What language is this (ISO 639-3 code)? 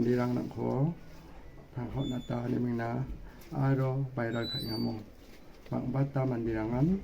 grt